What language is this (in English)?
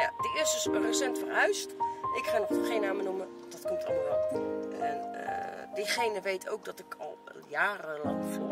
Dutch